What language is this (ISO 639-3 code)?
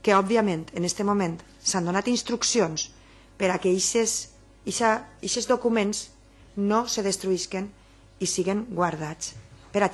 cat